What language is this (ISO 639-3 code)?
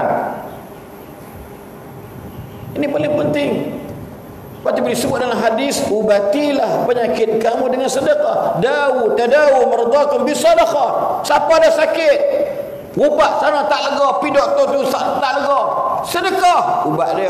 msa